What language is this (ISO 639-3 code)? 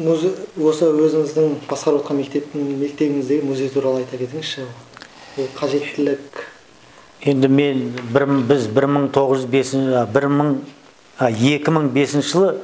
kaz